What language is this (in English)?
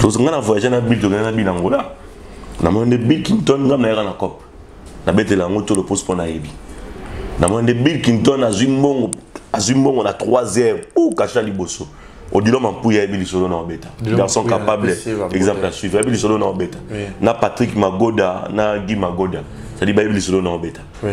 Lingala